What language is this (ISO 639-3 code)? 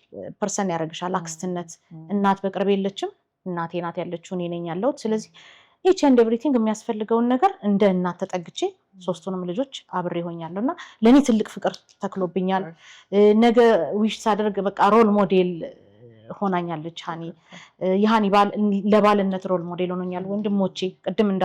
amh